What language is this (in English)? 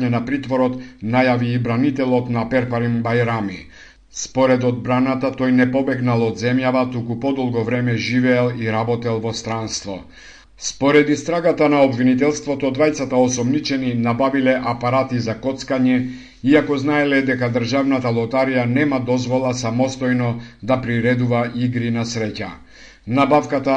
Macedonian